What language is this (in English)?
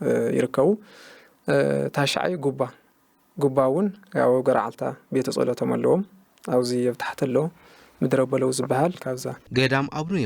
Tigrinya